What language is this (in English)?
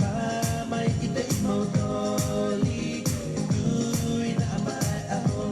Tongan